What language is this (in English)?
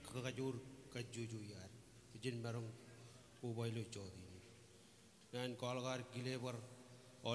Marshallese